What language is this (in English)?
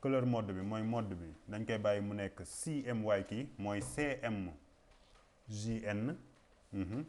Wolof